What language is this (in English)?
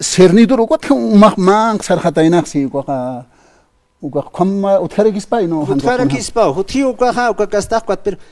Aymara